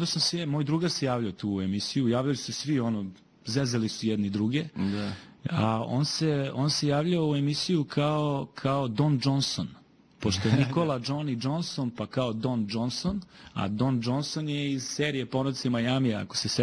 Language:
Serbian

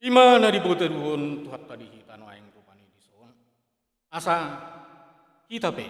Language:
Batak Toba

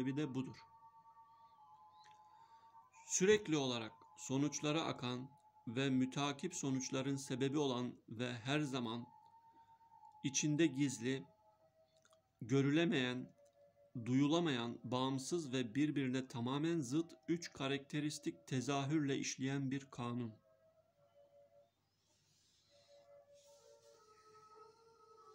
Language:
Turkish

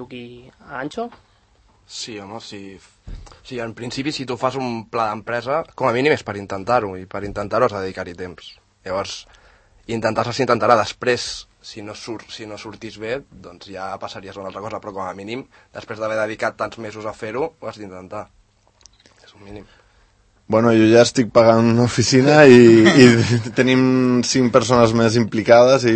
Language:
Catalan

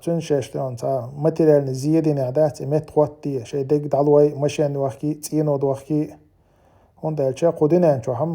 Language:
Chechen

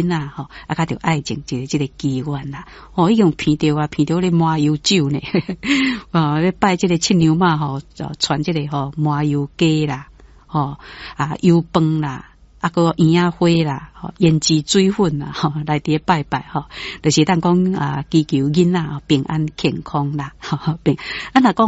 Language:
Min Nan Chinese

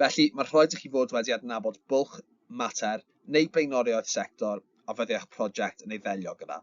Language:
Welsh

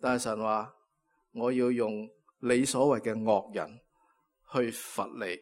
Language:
Cantonese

